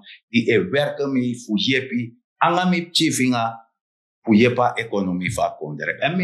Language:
Sranan Tongo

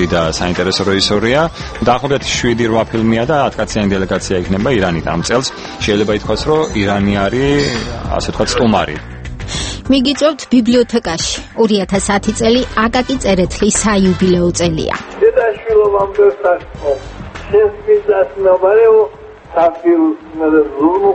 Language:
Georgian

